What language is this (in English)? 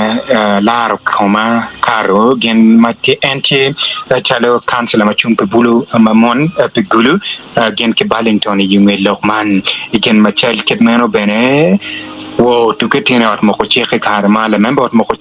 Acoli